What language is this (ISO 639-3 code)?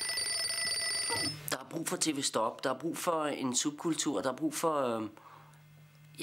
dan